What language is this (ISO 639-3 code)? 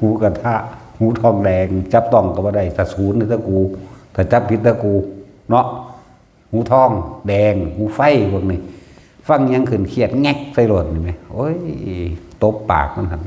tts